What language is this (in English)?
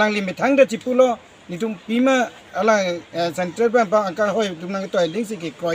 Karbi